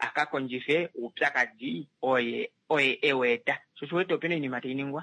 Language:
Kuanyama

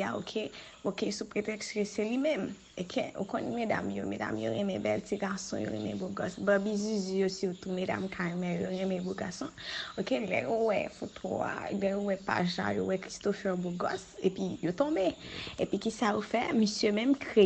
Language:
Haitian Creole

